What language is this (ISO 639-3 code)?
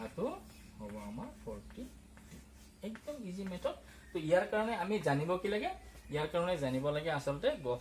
asm